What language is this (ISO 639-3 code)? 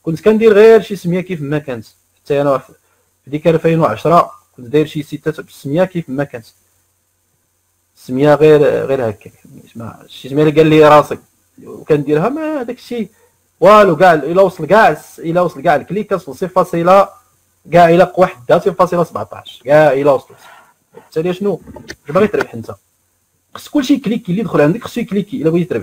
ary